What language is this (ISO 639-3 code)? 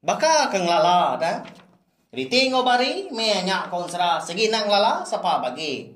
iba